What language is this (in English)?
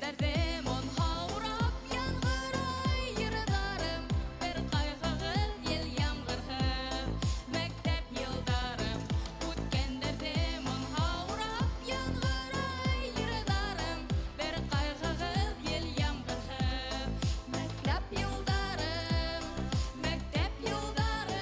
Bashkir